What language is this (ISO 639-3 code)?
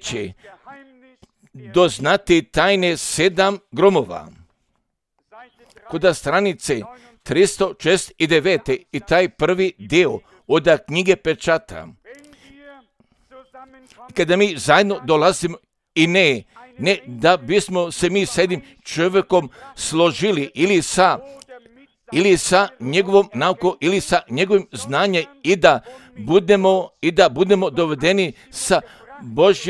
hrv